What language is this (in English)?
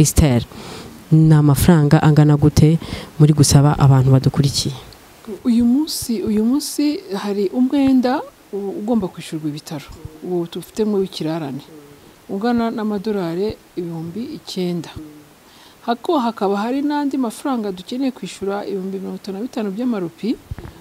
Kinyarwanda